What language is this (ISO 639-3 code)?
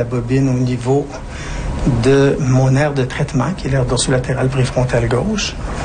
fra